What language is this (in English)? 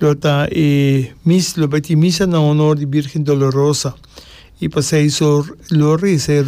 Papiamento